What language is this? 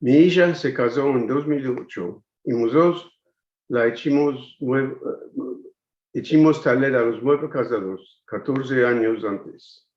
Ladino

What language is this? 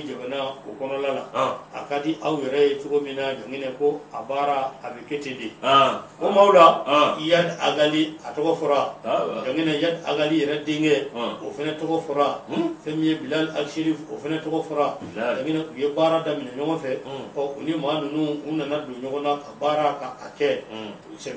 Bambara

